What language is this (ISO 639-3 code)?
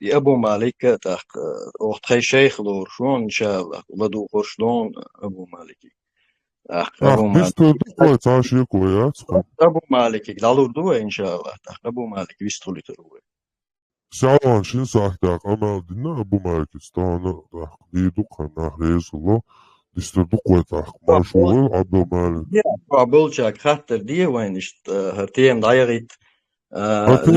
che